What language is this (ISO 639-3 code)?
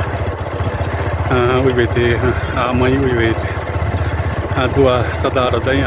xav